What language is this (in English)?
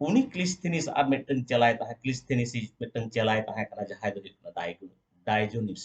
Santali